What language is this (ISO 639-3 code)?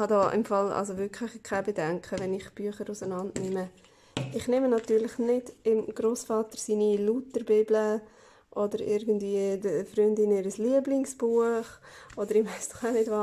gsw